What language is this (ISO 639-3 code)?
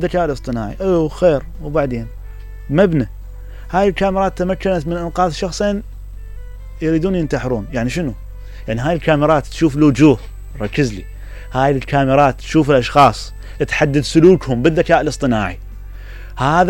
acm